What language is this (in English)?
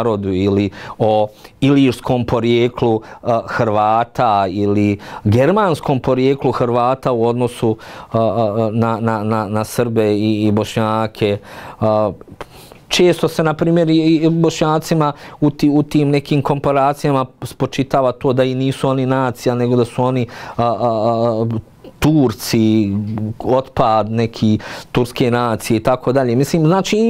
Bosnian